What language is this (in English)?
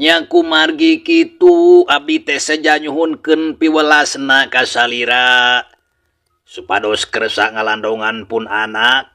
Sundanese